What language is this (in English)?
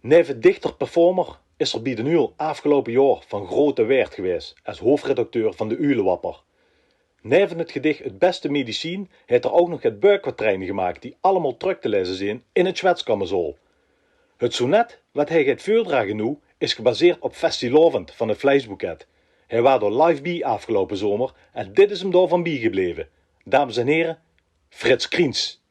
Limburgish